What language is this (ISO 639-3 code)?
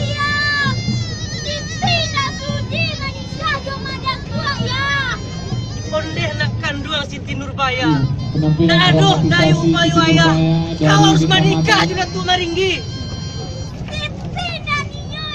min